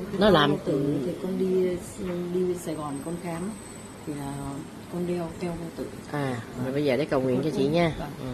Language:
Vietnamese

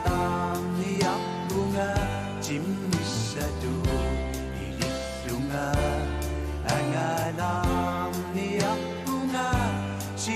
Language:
Kalaallisut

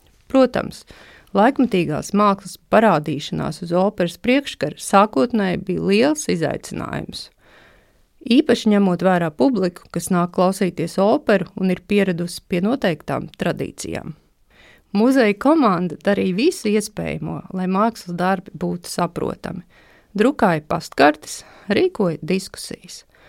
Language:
Latvian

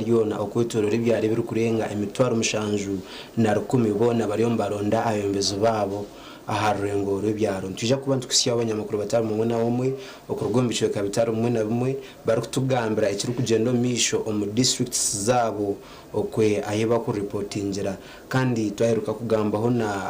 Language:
Nyankole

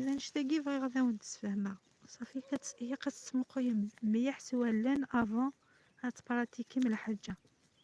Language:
Kabyle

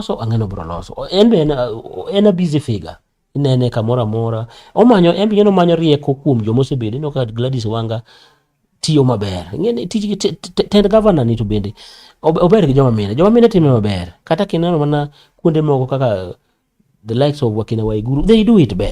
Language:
Luo (Kenya and Tanzania)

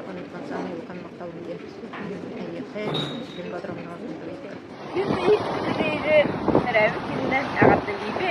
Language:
Yakut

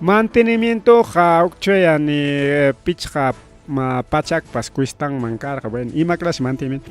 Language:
Ayacucho Quechua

